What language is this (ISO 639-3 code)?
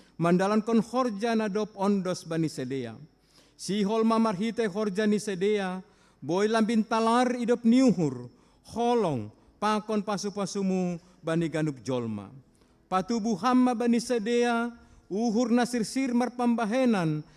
bts